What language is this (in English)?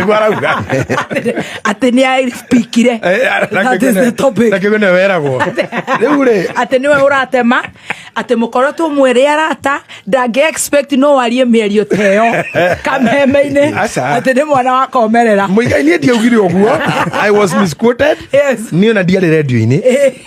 Kikuyu